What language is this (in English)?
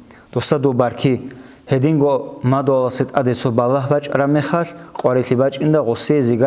Avaric